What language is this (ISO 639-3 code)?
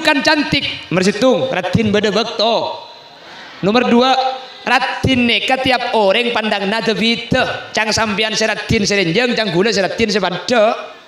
mad